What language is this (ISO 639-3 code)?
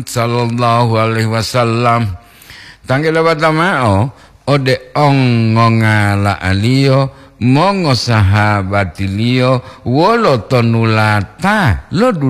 gor